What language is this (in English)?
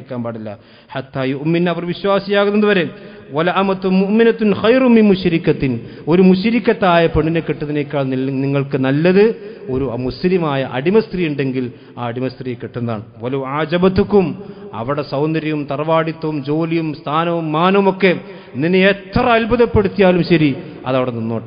Malayalam